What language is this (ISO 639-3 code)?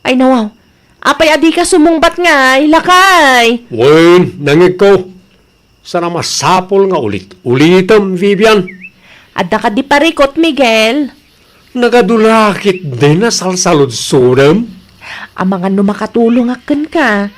ilo